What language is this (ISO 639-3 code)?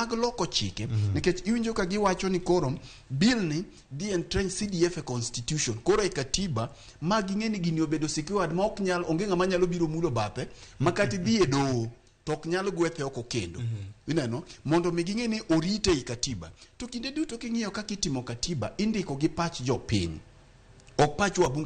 luo